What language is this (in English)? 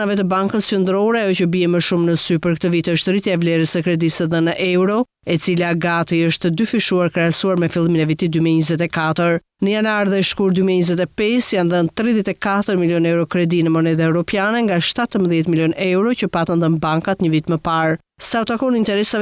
Albanian